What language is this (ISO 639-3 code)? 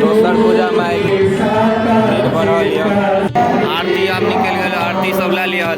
mai